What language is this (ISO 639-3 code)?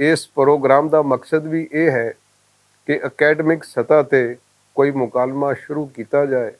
lah